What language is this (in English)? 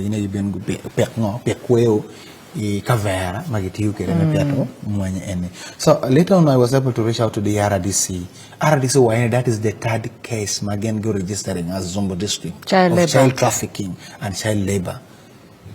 Acoli